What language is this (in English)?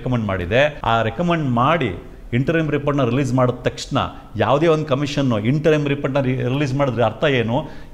Kannada